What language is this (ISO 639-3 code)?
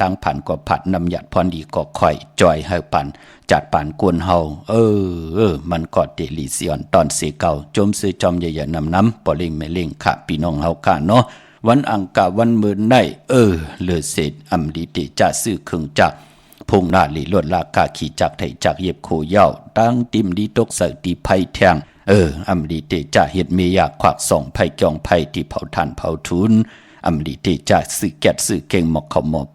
shn